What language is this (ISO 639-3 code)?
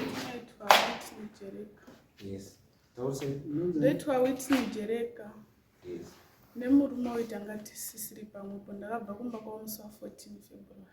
sna